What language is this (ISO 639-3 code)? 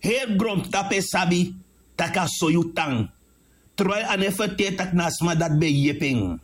srn